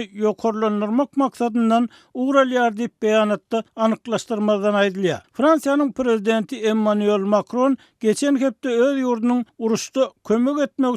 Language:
Turkmen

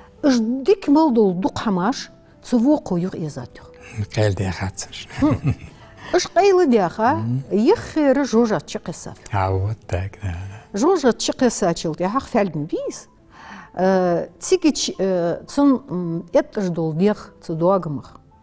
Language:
Ingush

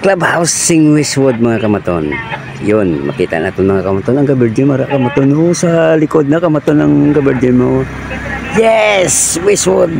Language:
Hiligaynon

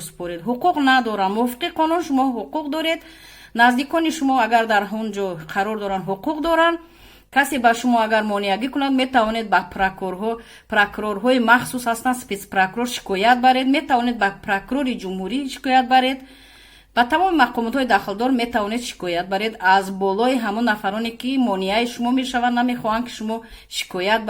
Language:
Tajik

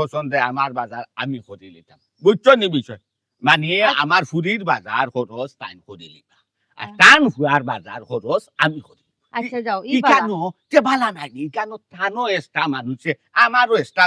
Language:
Sylheti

